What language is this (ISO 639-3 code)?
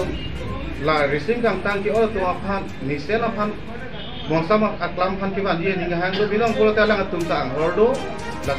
mjw